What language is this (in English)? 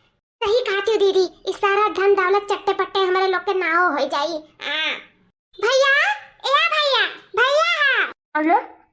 Awadhi